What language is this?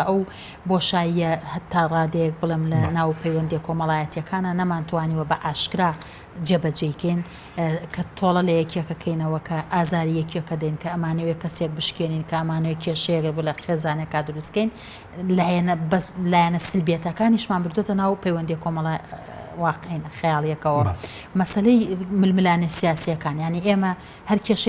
Central Kurdish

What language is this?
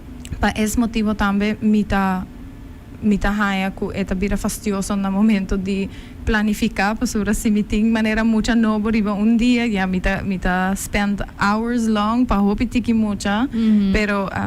Papiamento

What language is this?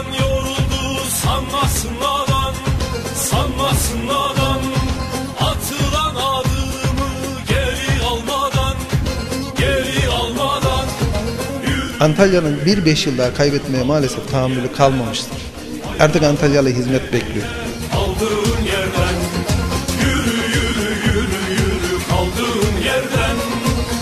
Turkish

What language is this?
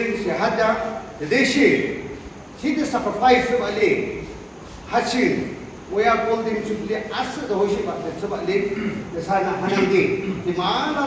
Yimchungru Naga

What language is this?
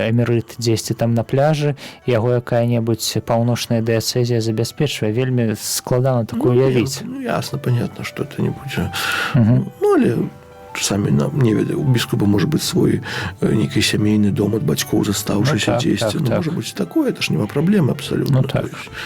Belarusian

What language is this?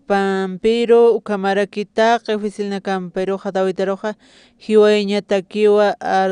Aymara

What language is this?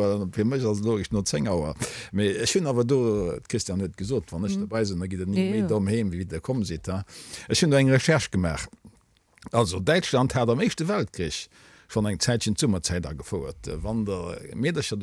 Luxembourgish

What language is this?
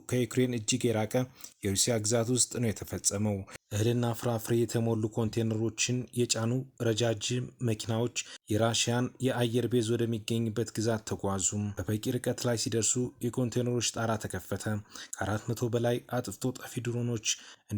Amharic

